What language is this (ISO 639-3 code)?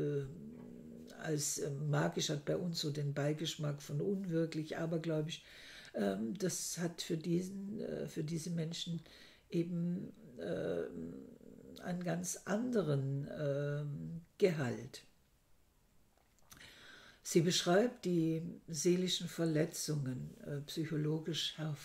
deu